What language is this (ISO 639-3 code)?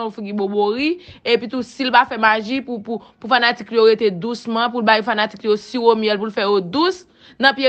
hat